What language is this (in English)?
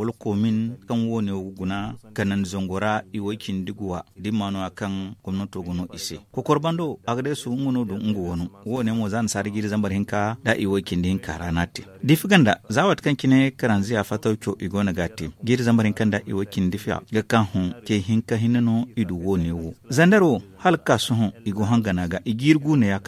Zarma